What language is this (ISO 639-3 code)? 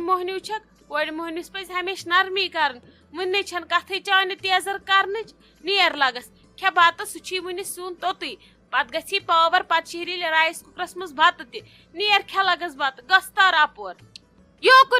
kas